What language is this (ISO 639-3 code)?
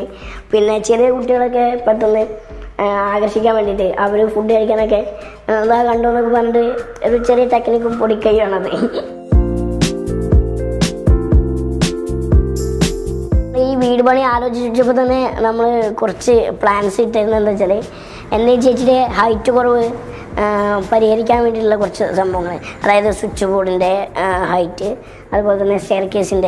mal